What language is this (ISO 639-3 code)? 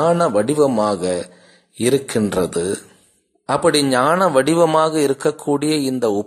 tam